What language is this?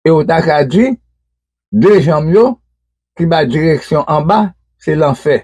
Haitian Creole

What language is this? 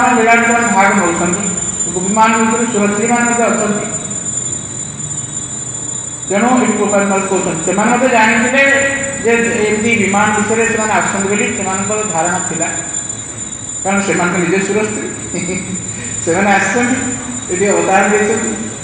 Odia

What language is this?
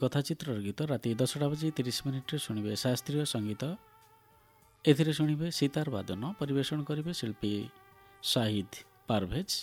Odia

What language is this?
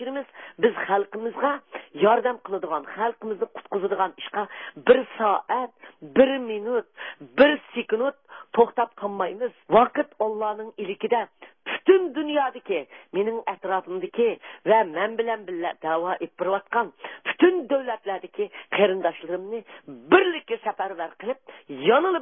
Uyghur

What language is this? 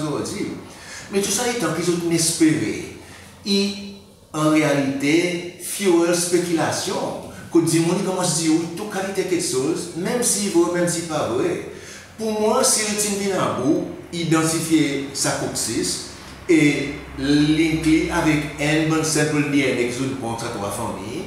Seselwa Creole French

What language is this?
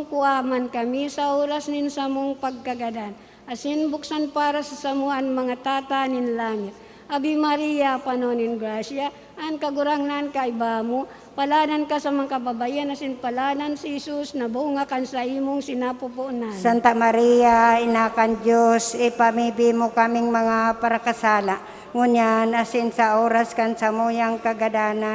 Bikol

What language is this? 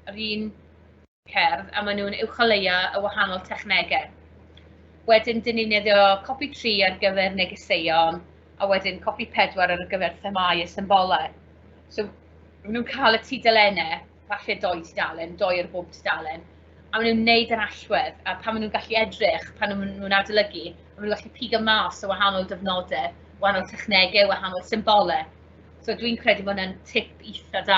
Welsh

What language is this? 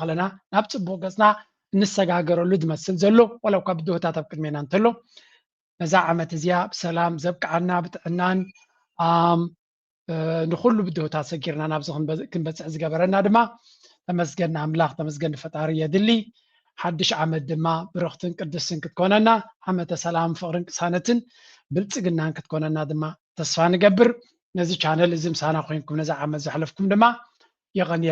Tigrinya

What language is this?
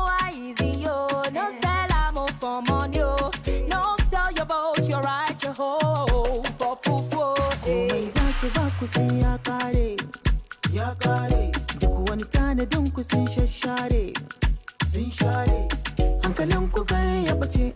Nigerian Pidgin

